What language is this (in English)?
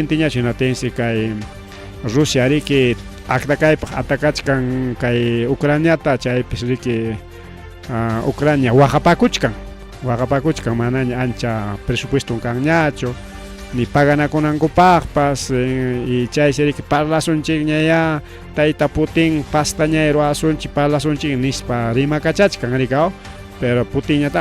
Ayacucho Quechua